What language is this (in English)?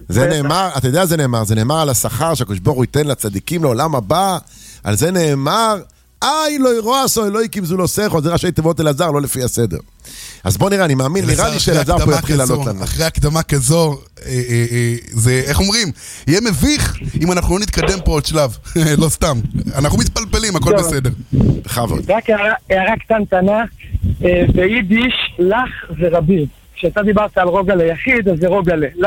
Hebrew